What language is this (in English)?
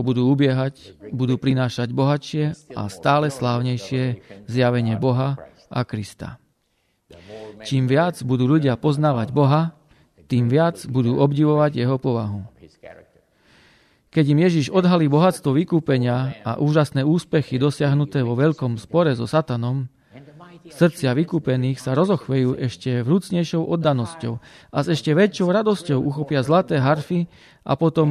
Slovak